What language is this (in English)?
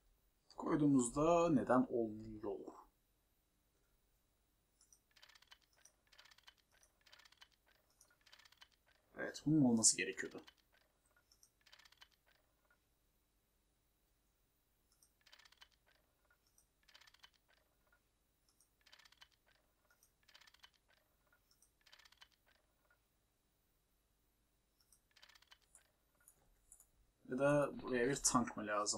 Turkish